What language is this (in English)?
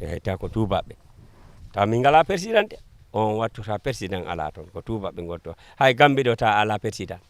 Fula